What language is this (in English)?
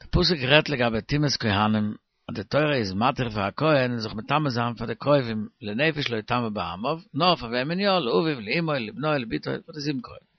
Yiddish